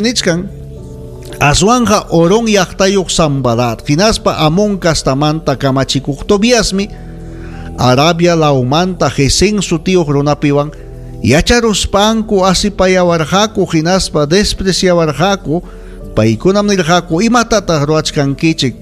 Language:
Ayacucho Quechua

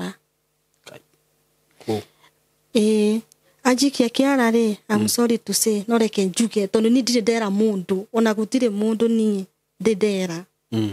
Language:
Kikuyu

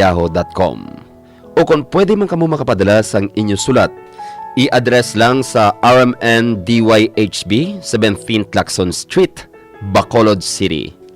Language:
Hiligaynon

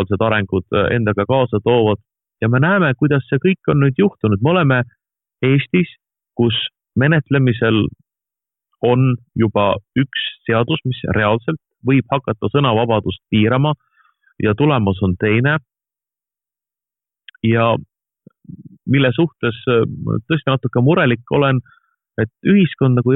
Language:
Estonian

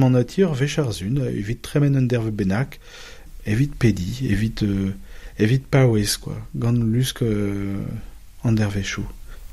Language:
Breton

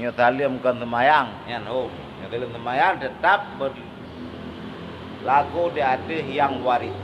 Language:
Achinese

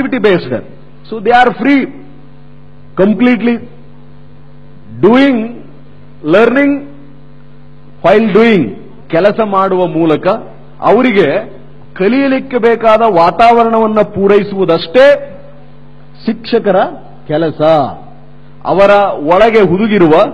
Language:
Kannada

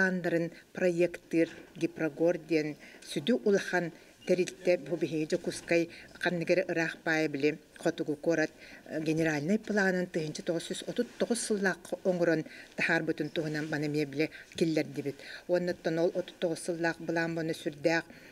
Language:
Yakut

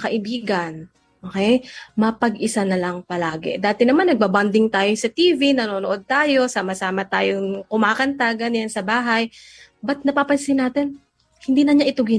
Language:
Filipino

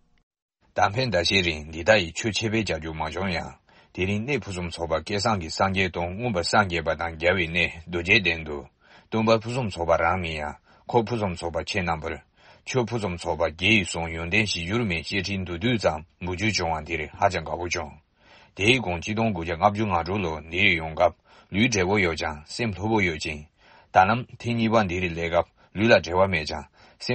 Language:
Tibetan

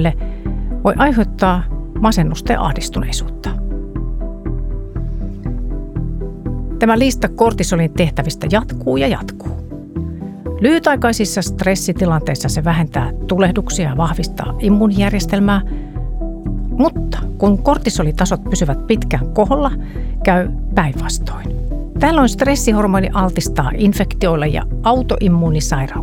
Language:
Finnish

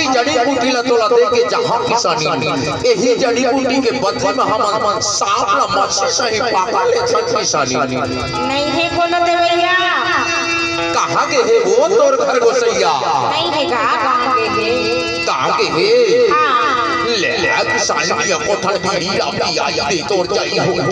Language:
Chhattisgarhi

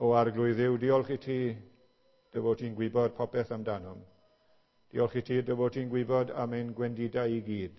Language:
Welsh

